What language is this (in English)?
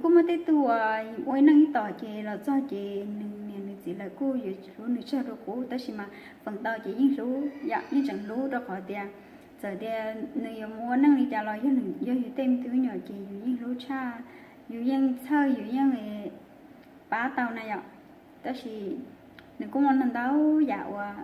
Hmong